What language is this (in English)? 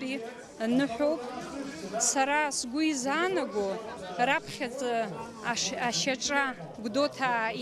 Abkhazian